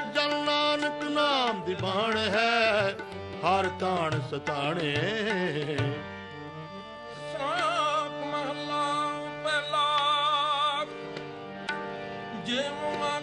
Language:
Punjabi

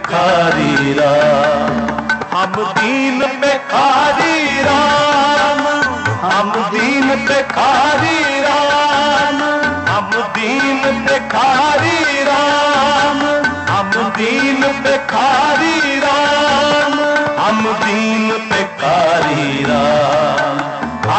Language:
Hindi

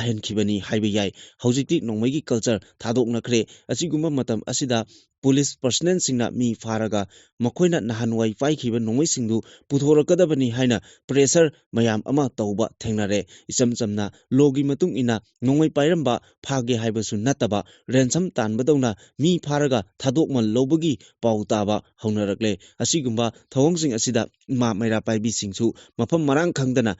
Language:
Manipuri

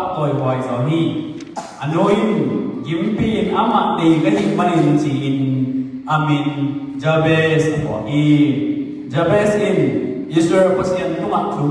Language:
Tedim Chin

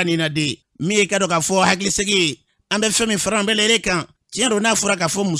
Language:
Bambara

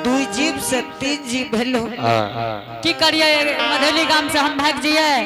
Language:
Angika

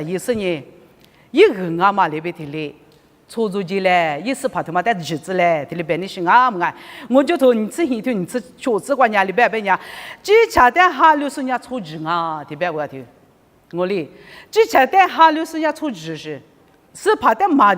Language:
Lisu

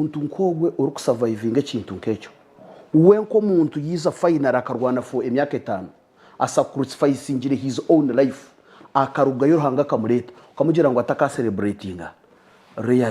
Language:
Nyankole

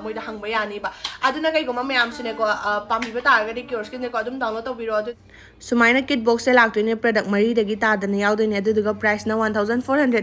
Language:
Manipuri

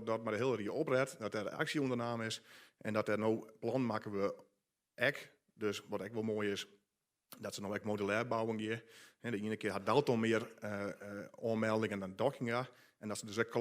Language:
Western Frisian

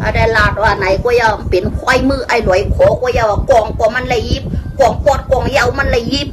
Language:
Shan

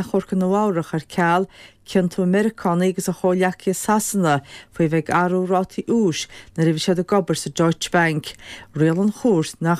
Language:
Irish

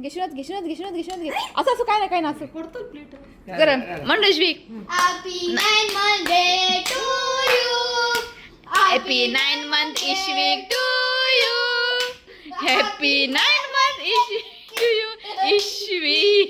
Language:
Konkani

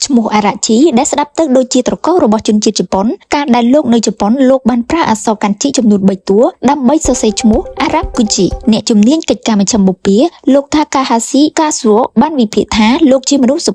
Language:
Khmer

